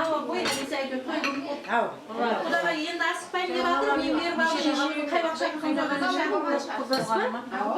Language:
Kara-Kalpak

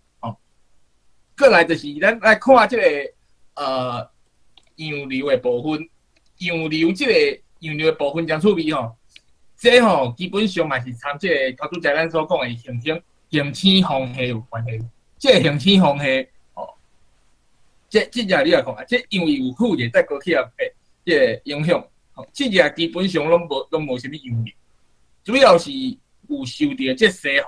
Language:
Min Nan Chinese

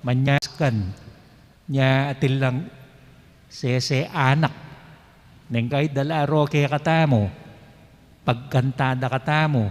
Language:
Pampanga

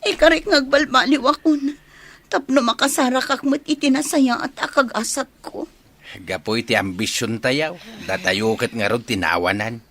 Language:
Iloko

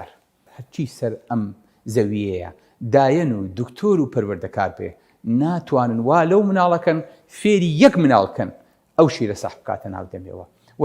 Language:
Central Kurdish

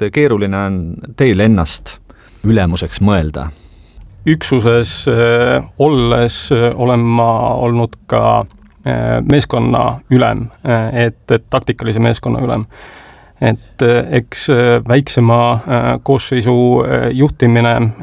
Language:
Estonian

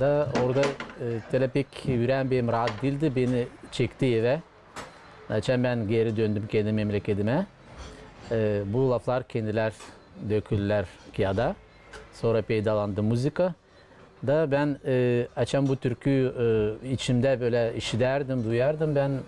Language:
Gagauz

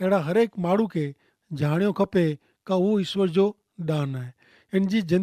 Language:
Kachhi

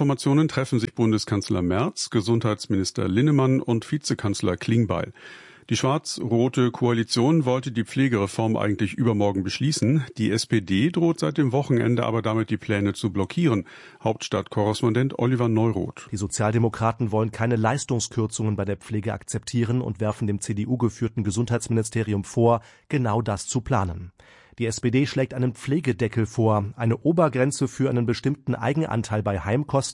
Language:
German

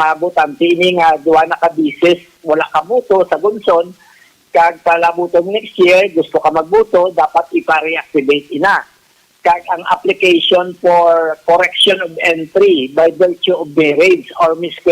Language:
Hiligaynon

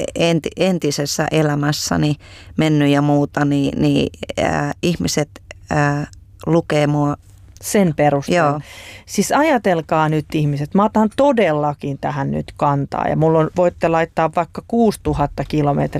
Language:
Finnish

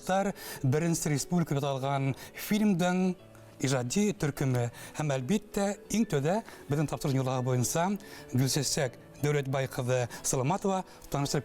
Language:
Bashkir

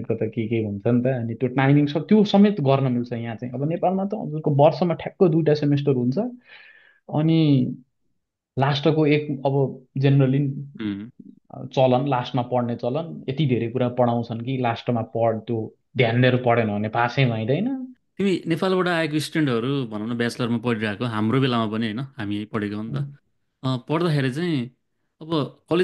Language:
Nepali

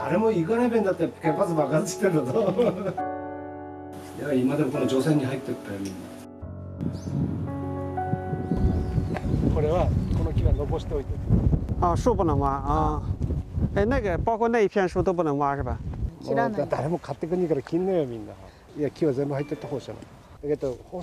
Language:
Chinese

